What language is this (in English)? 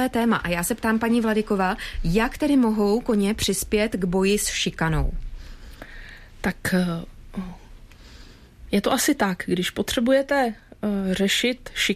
Czech